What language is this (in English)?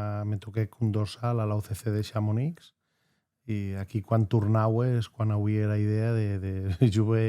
Occitan